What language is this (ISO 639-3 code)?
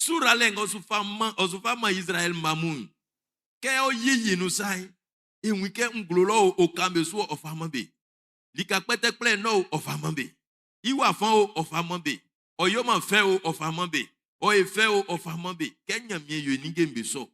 bci